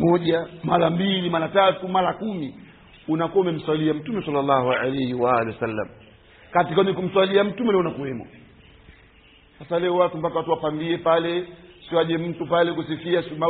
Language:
Swahili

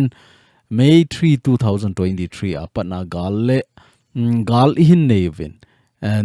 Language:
Thado Chin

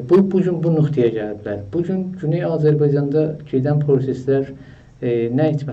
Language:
South Azerbaijani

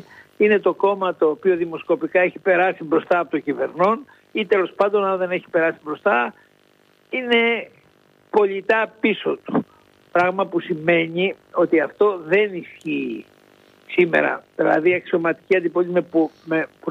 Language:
Greek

